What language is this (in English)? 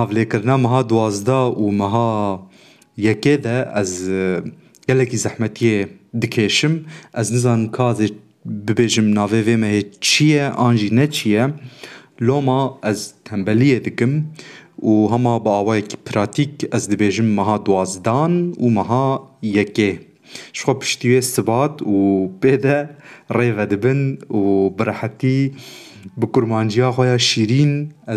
Kurdish